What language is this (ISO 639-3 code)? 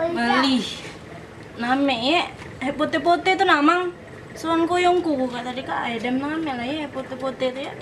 mui